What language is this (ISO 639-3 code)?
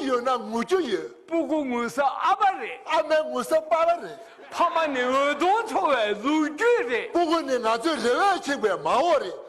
bod